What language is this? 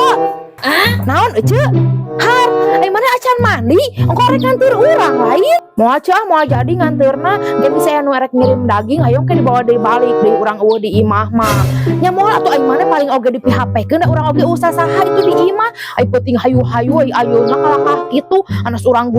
Sundanese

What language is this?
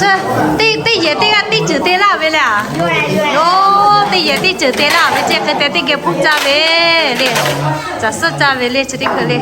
Lahu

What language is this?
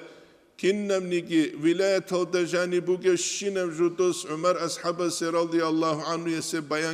Avaric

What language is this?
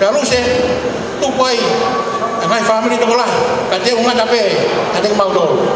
Tongan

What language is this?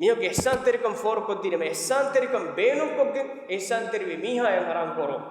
Divehi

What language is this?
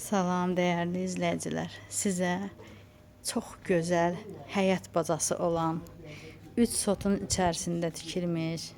Azerbaijani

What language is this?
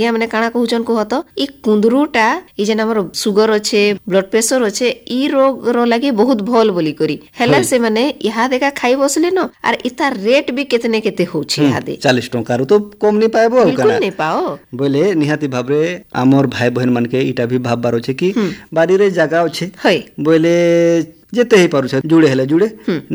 Odia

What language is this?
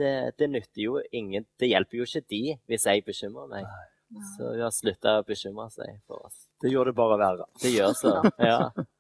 Norwegian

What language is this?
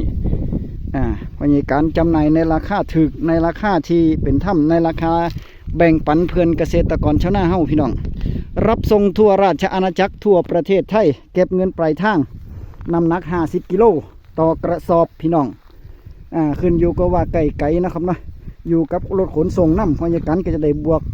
Northeastern Thai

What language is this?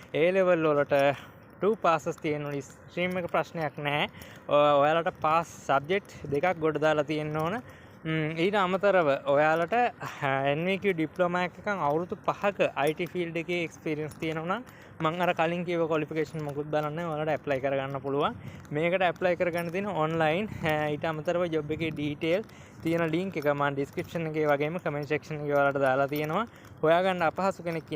Sinhala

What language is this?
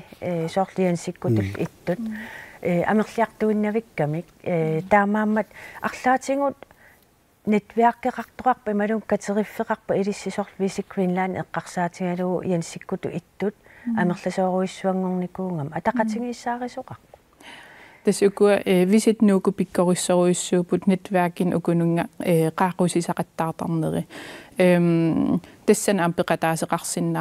Kalaallisut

